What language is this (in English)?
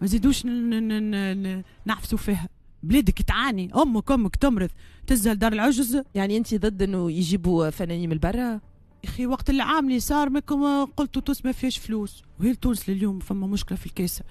Tunisian Arabic